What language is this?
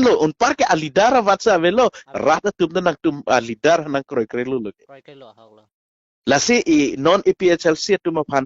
Karbi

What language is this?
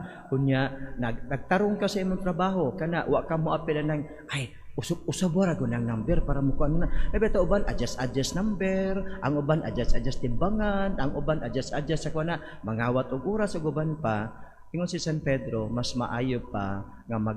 Cebuano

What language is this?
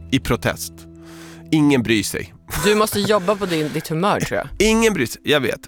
Swedish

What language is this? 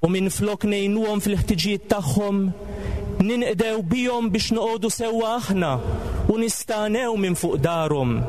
Maltese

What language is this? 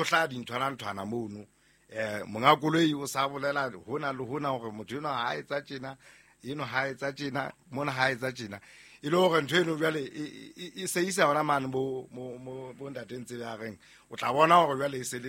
Southern Sotho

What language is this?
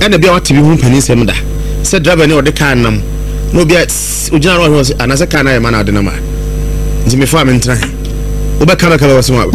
Akan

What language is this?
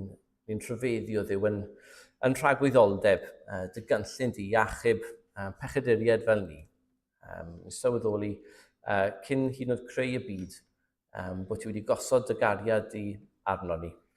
Welsh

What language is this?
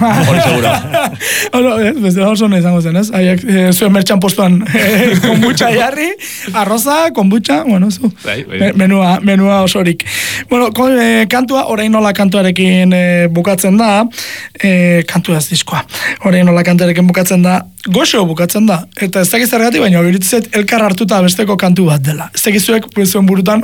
Basque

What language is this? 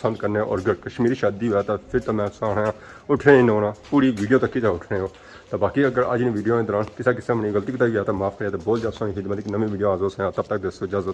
Pahari-Potwari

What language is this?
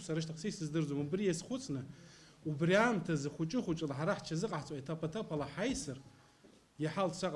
Abkhazian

